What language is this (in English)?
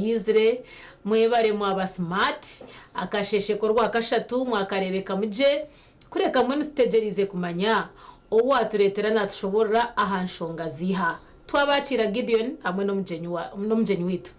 Nyankole